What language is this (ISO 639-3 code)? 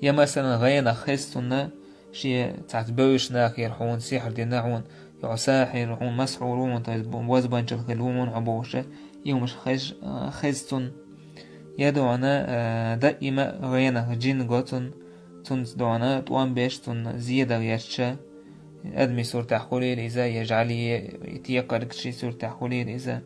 che